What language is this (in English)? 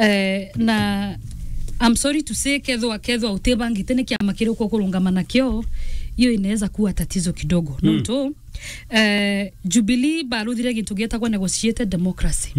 Meru